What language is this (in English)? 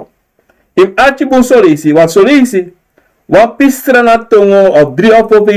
Sranan Tongo